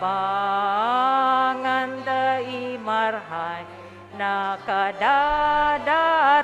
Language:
Bikol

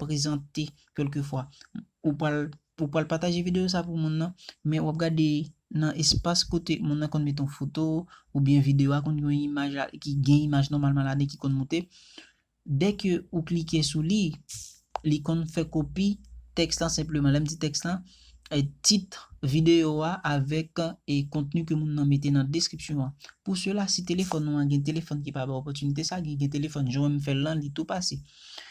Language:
Haitian Creole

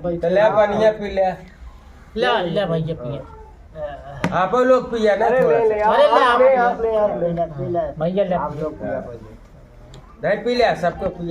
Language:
Awadhi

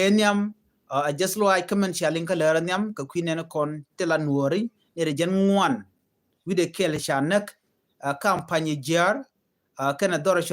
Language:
Nuer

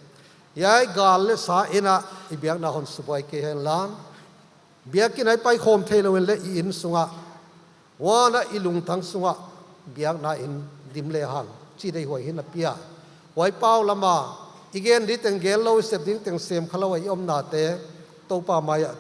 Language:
Paite Chin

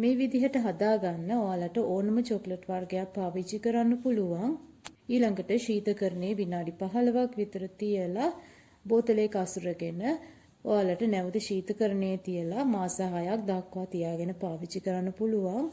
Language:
Sinhala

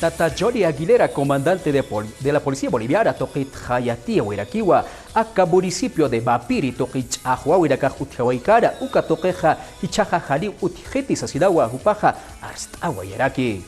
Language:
Aymara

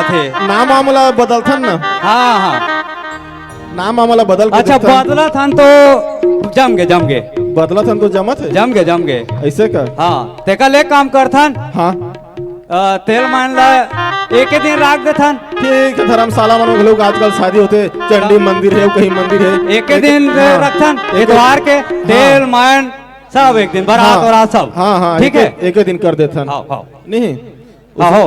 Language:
Chhattisgarhi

